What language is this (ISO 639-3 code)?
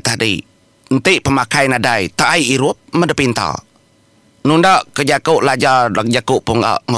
iba